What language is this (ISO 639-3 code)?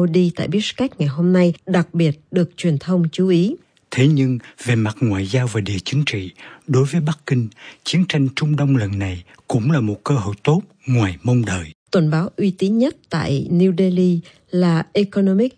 vie